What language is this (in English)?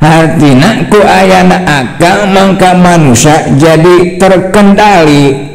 Sundanese